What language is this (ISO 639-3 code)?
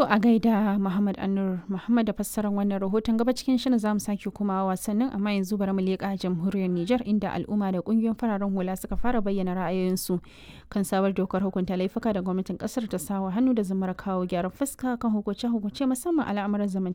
hau